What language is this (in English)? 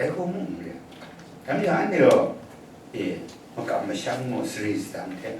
Kachin